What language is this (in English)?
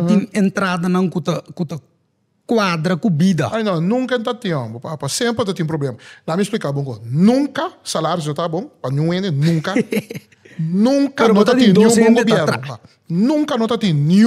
Papiamento